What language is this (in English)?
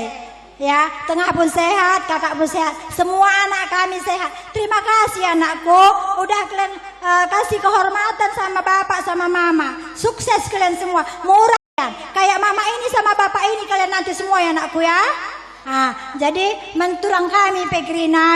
Batak Karo